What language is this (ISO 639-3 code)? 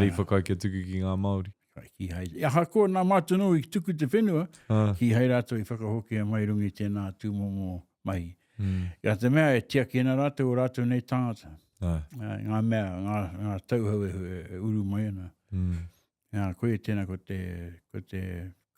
mri